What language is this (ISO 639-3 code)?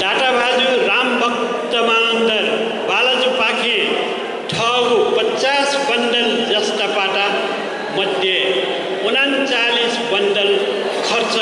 new